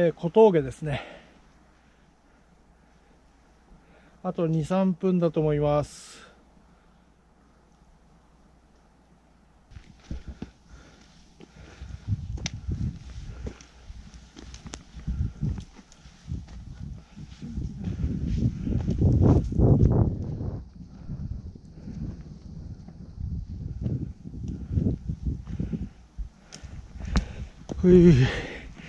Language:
Japanese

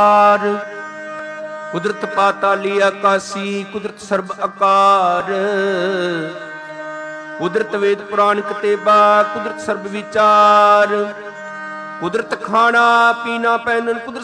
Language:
Punjabi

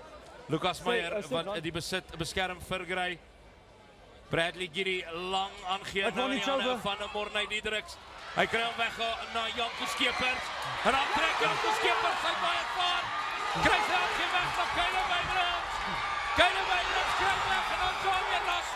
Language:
Afrikaans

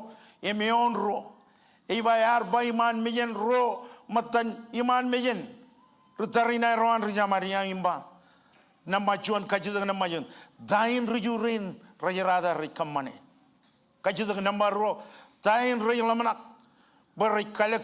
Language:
Marshallese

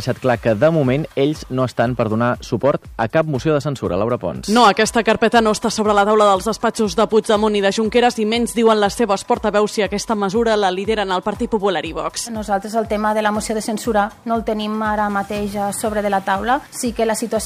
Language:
Catalan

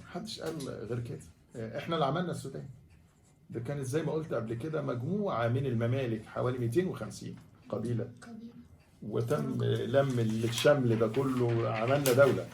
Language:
Egyptian Arabic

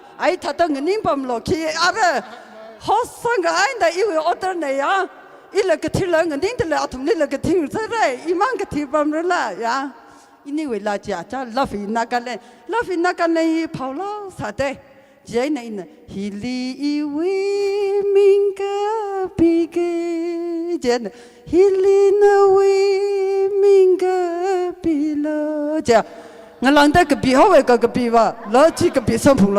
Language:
Tangkhul Naga (India)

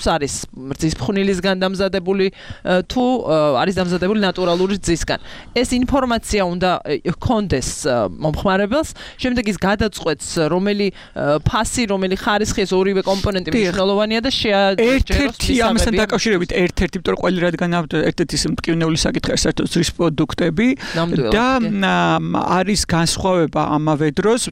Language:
Georgian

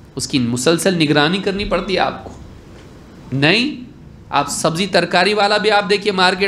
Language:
Urdu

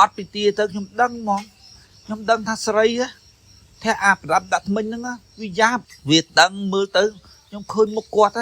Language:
Khmer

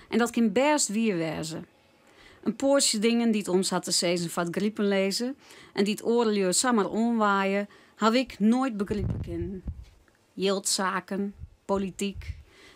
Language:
Western Frisian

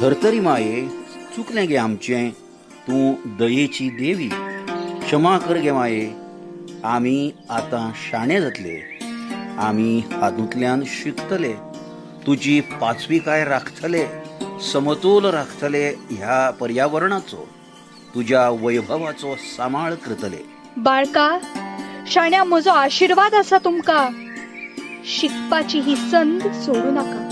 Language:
Konkani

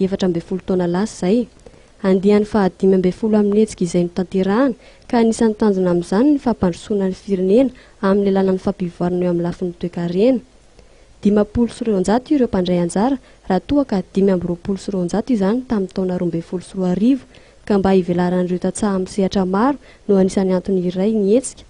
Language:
Malagasy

